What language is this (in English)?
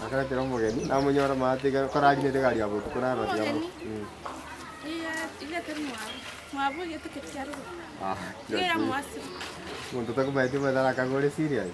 Gusii